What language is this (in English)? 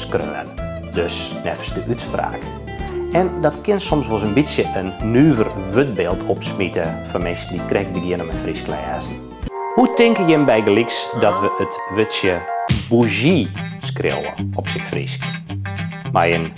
Western Frisian